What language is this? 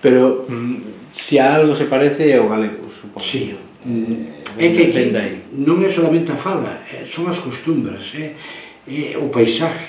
Galician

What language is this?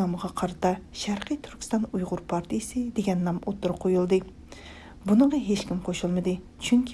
Uyghur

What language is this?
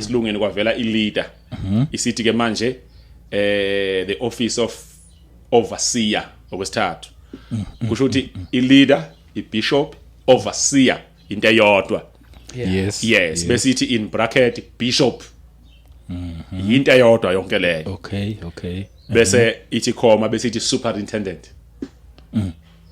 Zulu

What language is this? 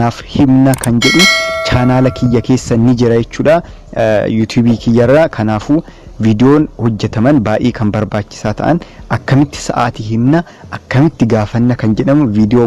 Oromo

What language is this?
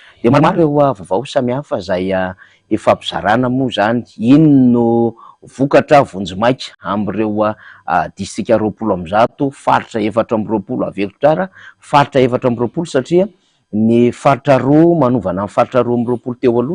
Malagasy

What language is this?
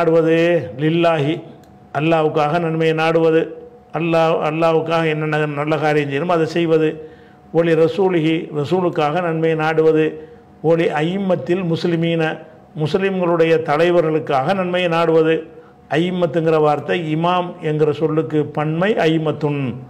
Tamil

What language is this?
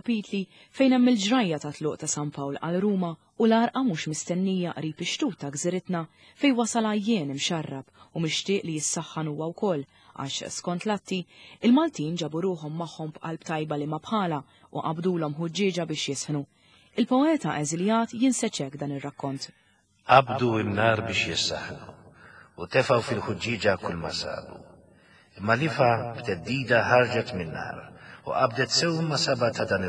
Maltese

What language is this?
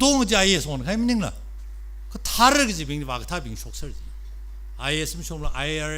Tangkhul Naga (India)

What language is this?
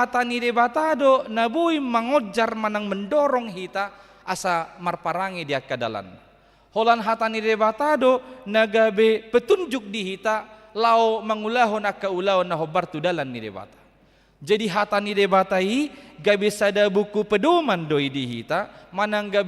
Batak Toba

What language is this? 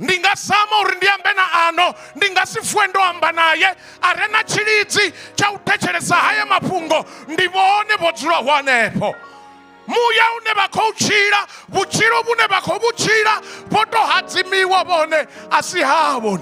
Venda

